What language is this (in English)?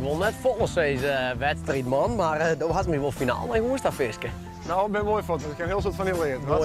Western Frisian